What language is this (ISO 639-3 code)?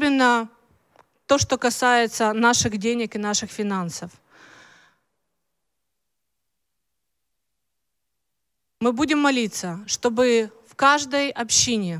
rus